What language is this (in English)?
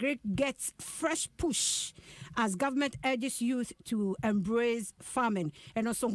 Akan